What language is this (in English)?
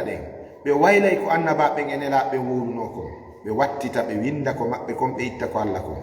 Fula